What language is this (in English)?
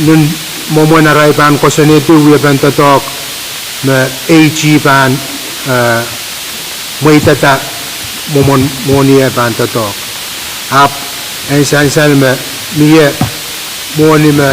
Pohnpeian